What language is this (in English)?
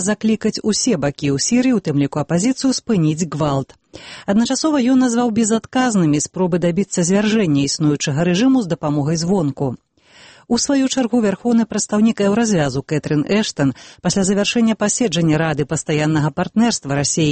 Belarusian